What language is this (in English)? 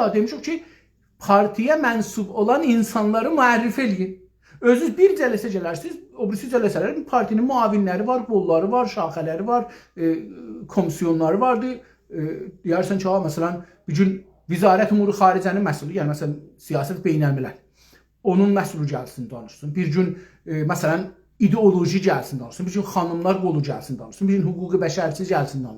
South Azerbaijani